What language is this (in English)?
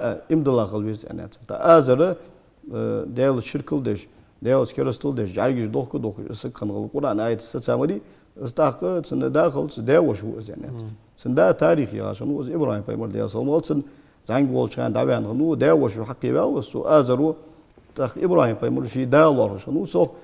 Ingush